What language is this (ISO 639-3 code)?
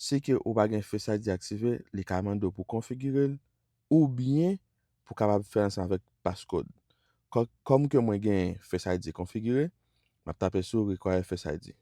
hat